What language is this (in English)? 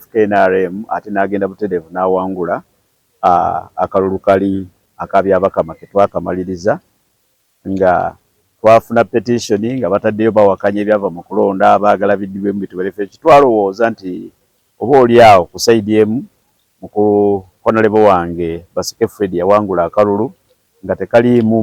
Ganda